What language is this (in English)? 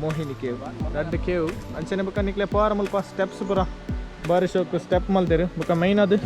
Tulu